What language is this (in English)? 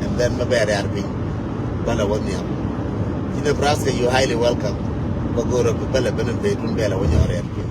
Nuer